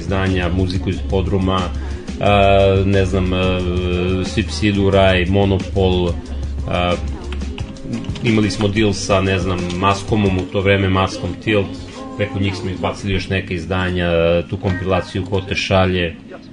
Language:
Serbian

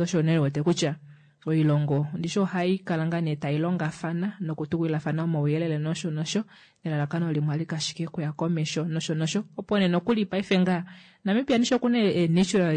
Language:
Kuanyama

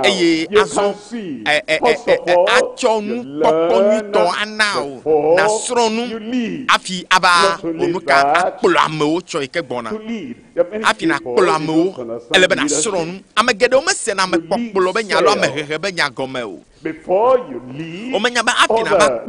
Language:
Ewe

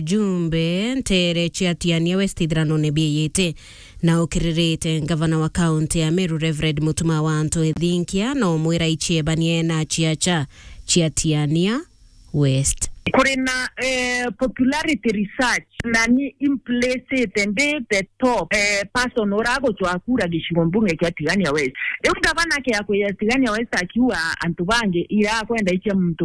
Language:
Meru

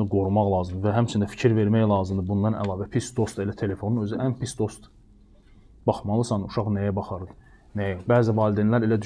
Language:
Azerbaijani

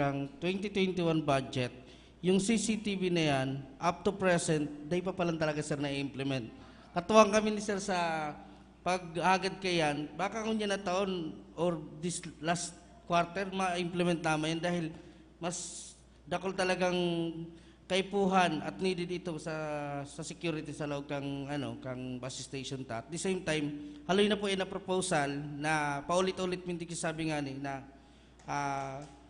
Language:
Bikol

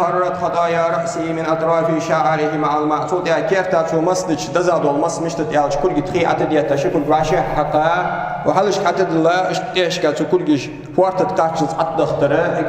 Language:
Ingush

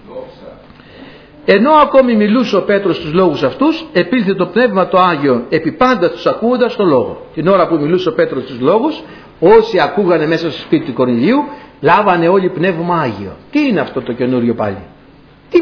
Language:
Greek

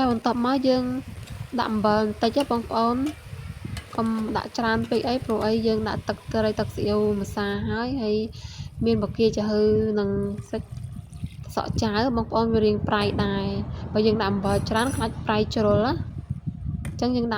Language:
Khmer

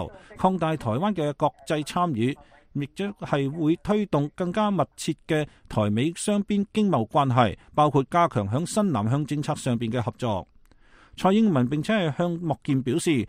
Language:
Cantonese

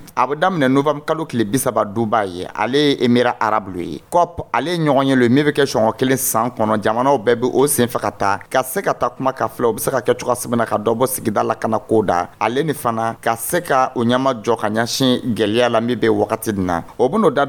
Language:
Dyula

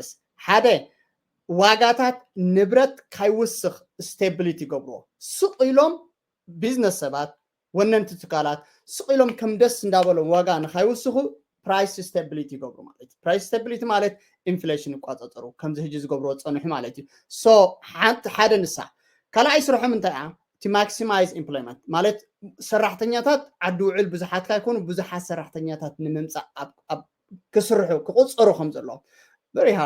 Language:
Tigrinya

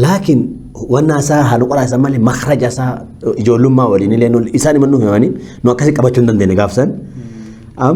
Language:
Oromo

